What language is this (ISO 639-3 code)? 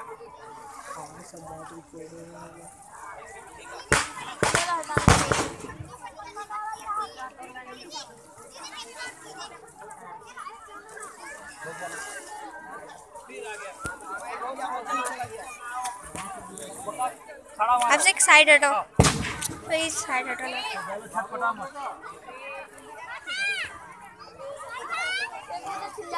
hin